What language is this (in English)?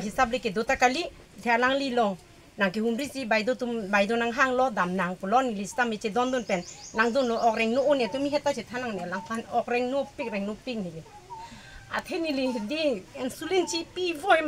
Karbi